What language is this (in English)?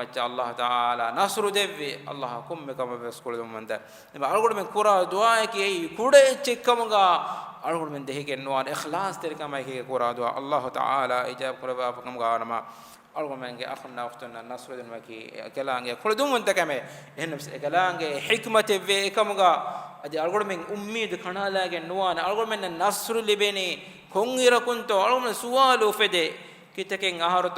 Divehi